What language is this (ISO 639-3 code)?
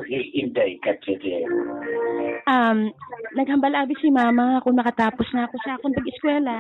hil